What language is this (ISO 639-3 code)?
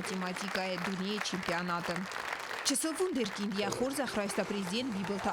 oss